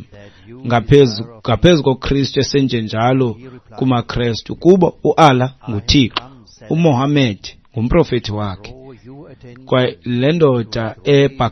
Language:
Xhosa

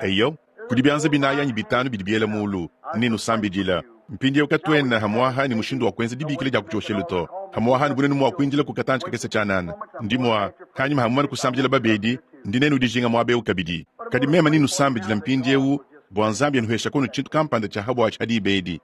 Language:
Luba-Lulua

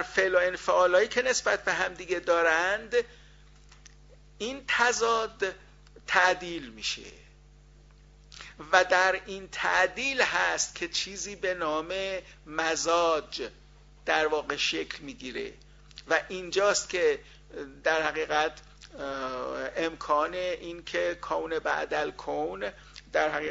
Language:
Persian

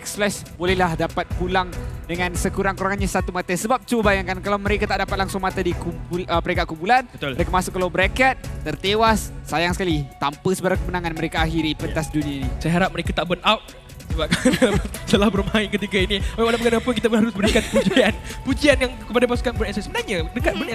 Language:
Malay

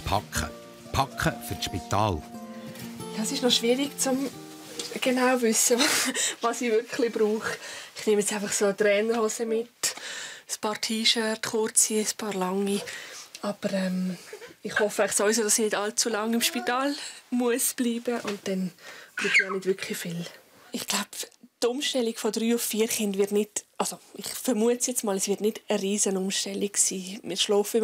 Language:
Swiss German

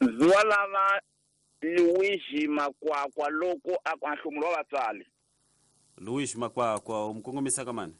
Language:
Tsonga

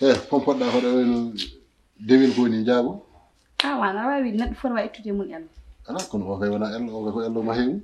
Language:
Fula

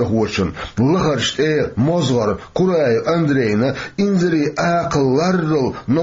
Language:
Chechen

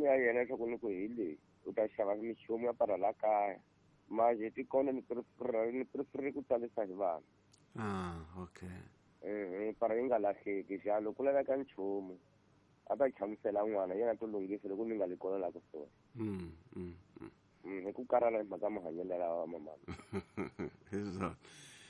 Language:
Tsonga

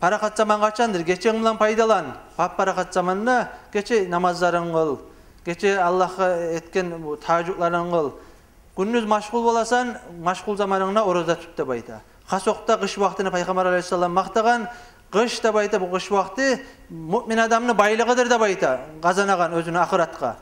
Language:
Kumyk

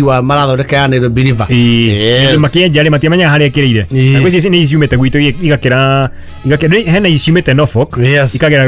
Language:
Kikuyu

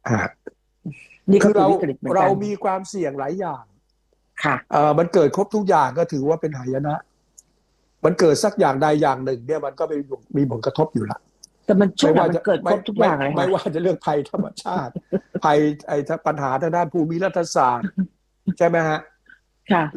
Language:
Thai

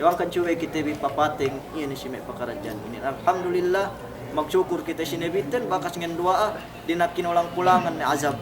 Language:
Yakan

